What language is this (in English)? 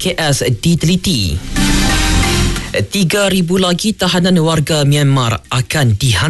Malay